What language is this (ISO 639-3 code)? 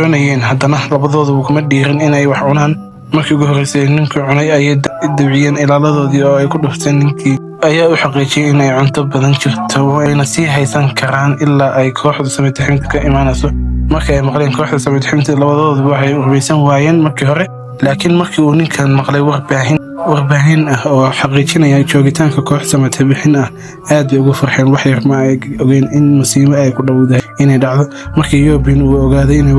som